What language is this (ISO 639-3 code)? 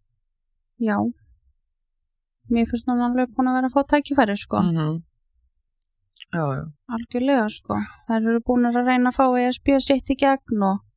isl